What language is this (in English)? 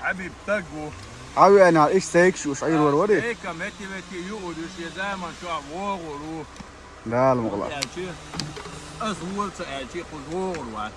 Chechen